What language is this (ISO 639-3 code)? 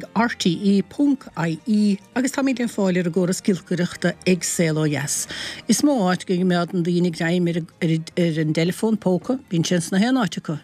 gle